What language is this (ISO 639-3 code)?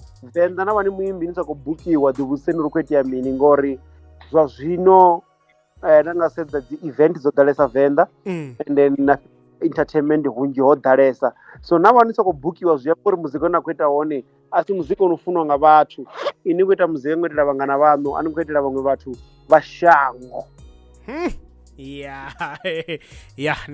ven